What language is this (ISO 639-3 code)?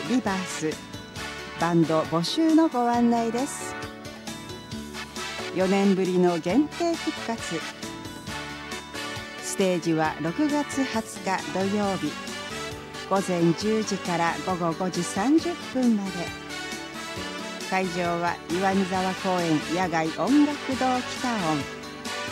jpn